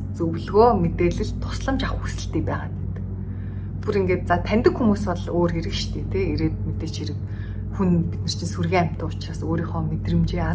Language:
Mongolian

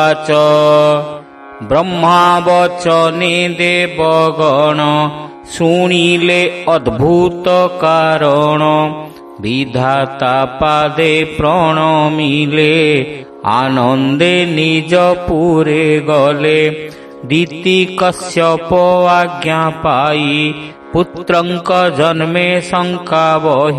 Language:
Odia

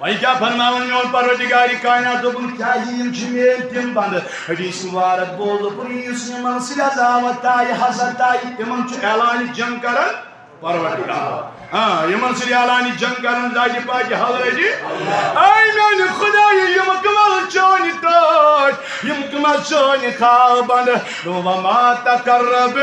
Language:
Kashmiri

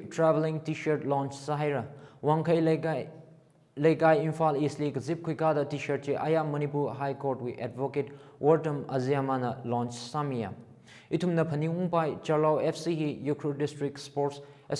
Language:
Tangkhul Naga (India)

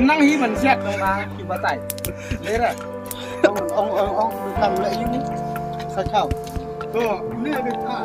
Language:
Khasi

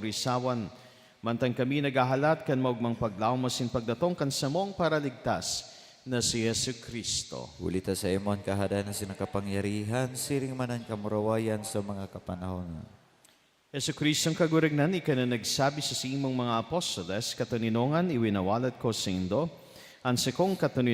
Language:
Bikol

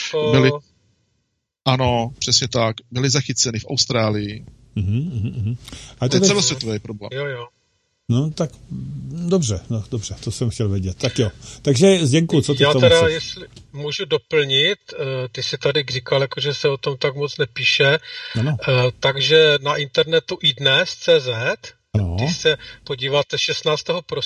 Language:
Czech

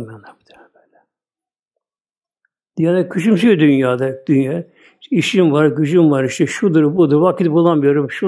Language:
Turkish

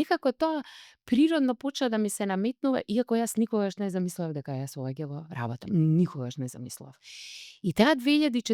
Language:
Macedonian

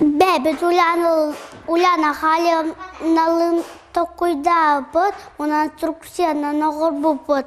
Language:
Yakut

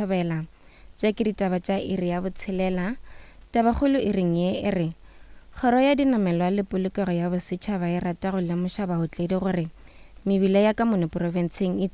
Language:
Northern Sotho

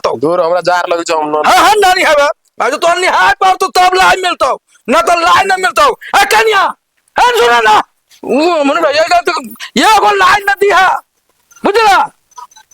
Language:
Maithili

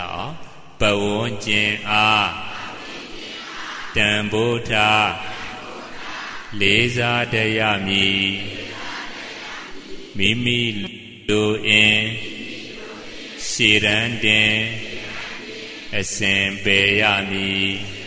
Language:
Burmese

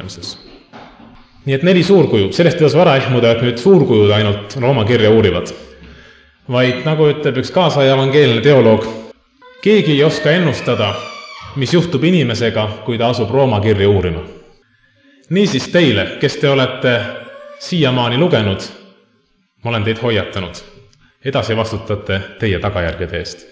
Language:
Estonian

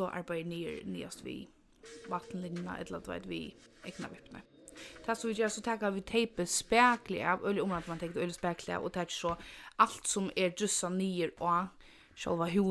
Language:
Faroese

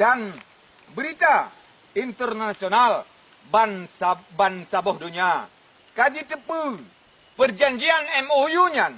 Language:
Achinese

